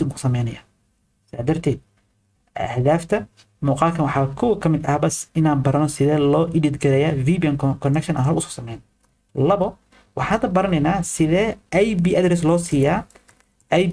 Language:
Somali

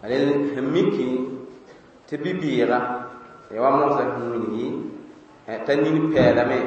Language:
Mossi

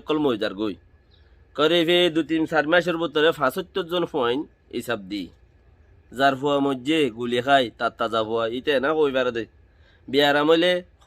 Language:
Rohingya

